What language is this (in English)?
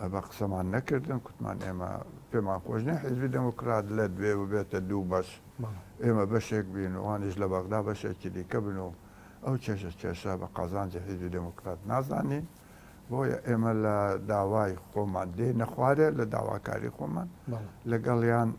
Central Kurdish